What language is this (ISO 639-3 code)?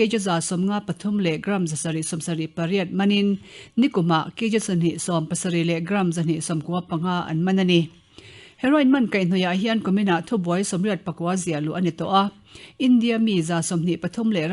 lus